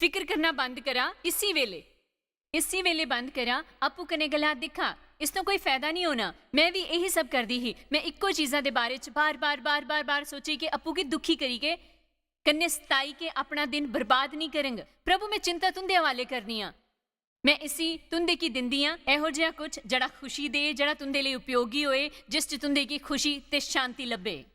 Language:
Dogri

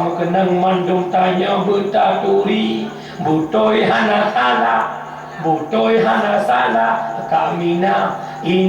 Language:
Achinese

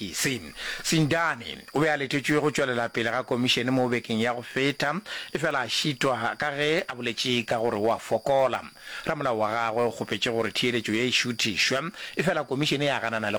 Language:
Northern Sotho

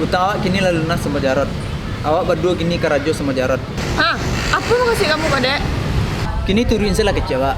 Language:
Minangkabau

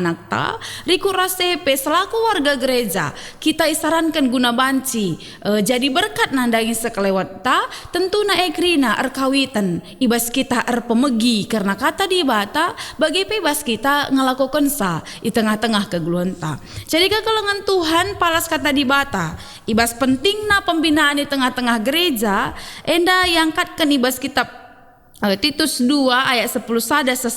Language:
Batak Karo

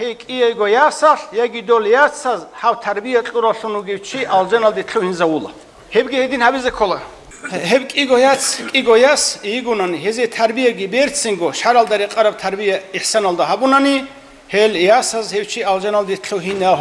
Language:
Avaric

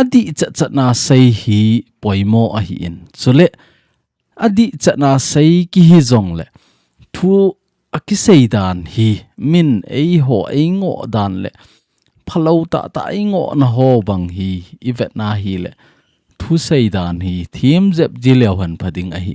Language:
Thado Chin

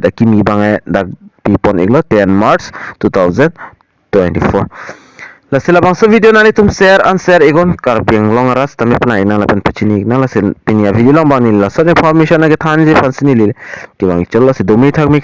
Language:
Karbi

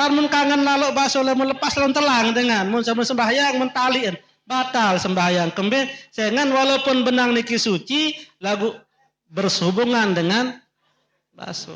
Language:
Sasak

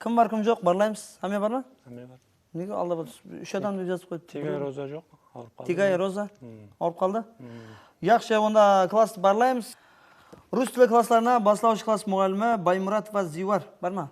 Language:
Kara-Kalpak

